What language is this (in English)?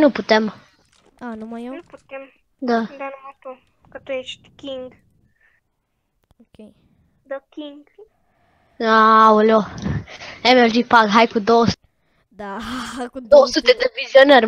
Romanian